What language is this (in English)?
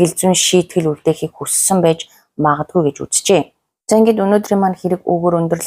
Mongolian